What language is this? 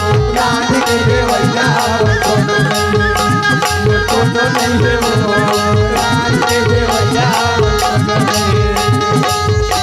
Chhattisgarhi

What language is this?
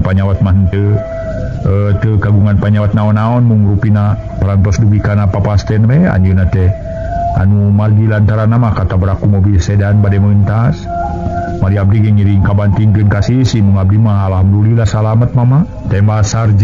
Sundanese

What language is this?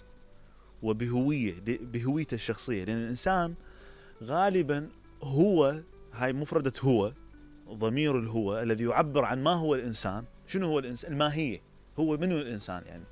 Mesopotamian Arabic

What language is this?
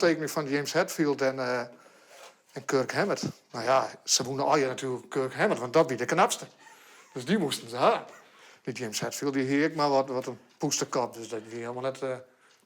Western Frisian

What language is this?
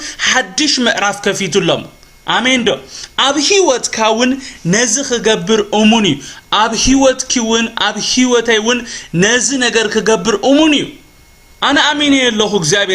Tigrinya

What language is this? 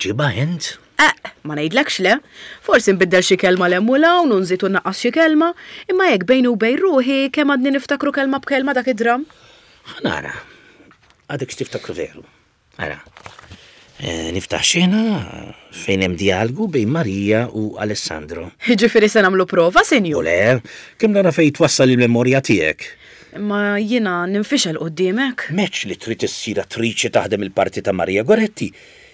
Maltese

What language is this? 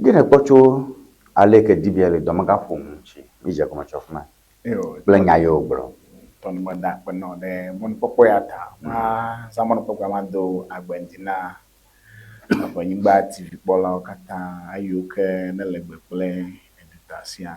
Ewe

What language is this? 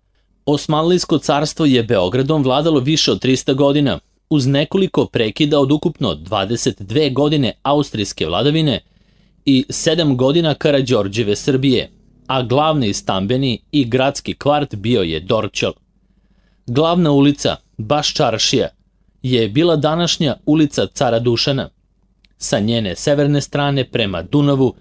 Serbian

